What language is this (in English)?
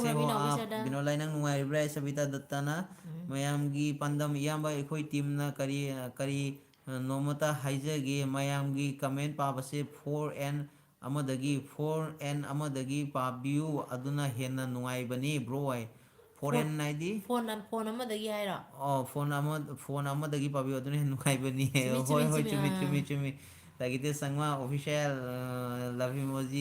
Manipuri